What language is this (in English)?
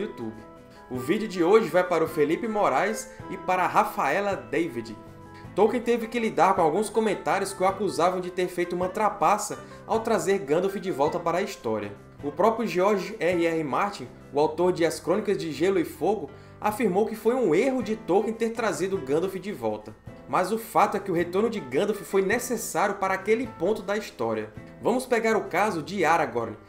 Portuguese